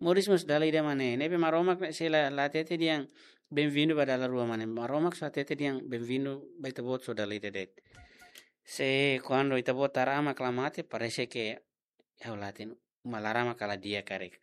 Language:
Tetum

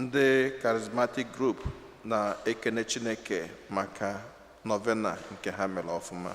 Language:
Igbo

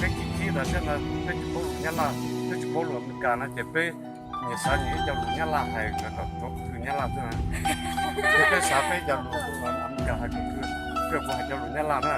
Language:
Hmong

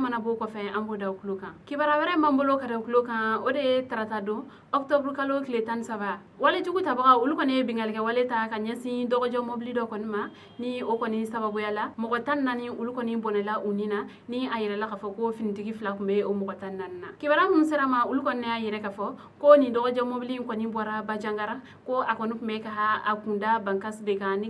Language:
Bambara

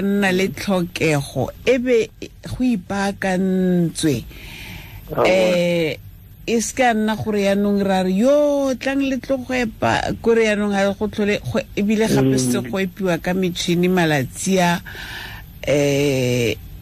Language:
Tswana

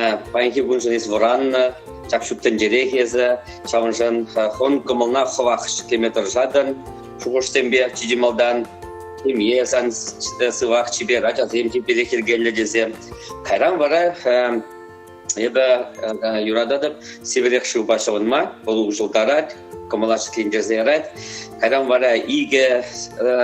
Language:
Chuvash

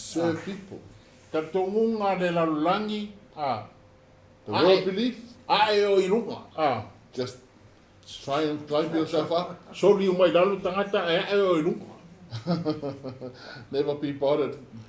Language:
Samoan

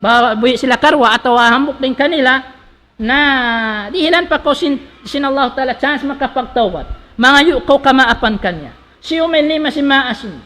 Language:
Tausug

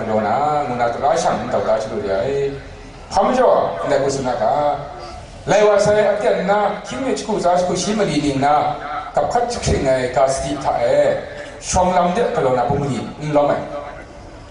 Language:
Kachin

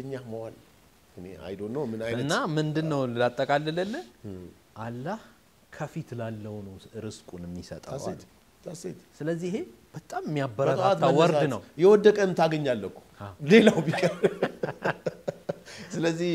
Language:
Amharic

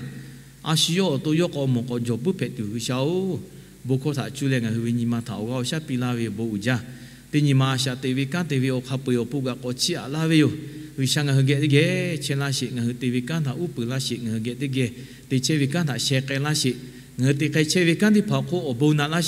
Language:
Lahu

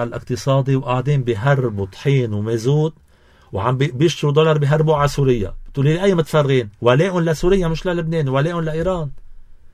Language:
North Levantine Arabic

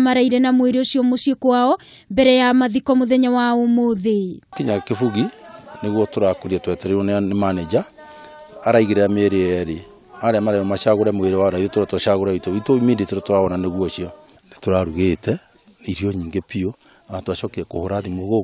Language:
Kikuyu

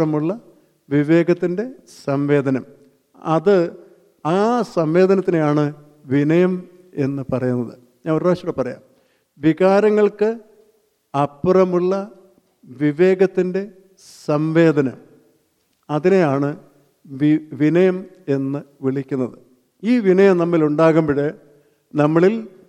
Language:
Malayalam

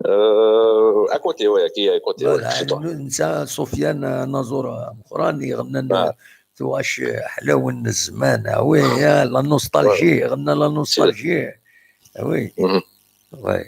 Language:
Kabyle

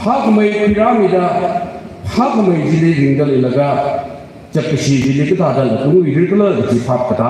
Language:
Tangkhul Naga (India)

